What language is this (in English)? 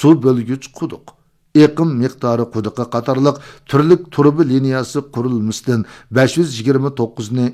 Uyghur